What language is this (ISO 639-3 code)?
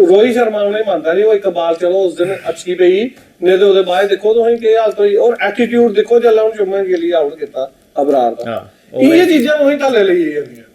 doi